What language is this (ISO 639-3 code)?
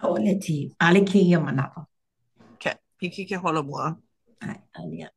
haw